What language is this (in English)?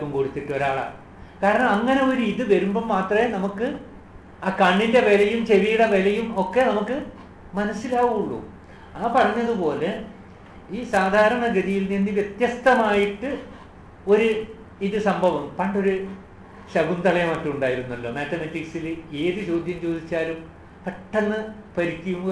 Malayalam